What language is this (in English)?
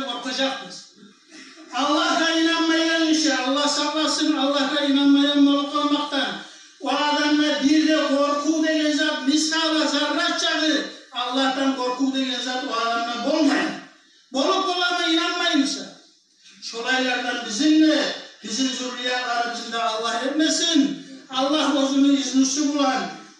Kumyk